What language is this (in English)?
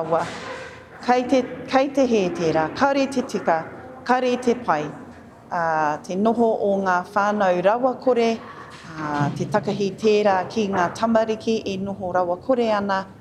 Māori